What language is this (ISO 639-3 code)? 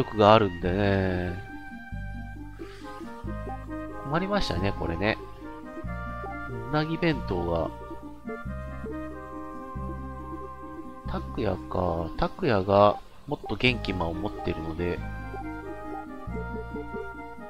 jpn